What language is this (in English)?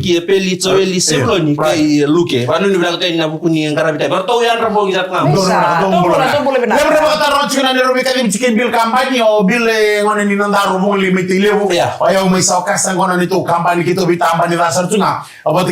Fijian